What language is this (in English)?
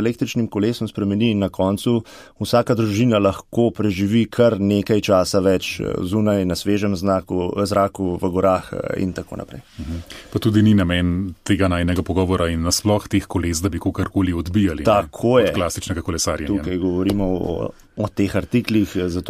Slovenian